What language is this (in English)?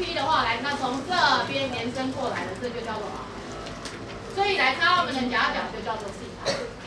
Chinese